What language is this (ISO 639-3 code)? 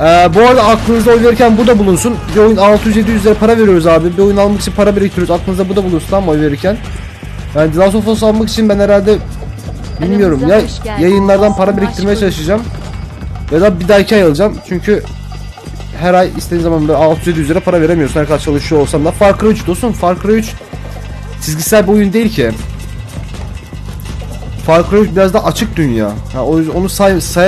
tur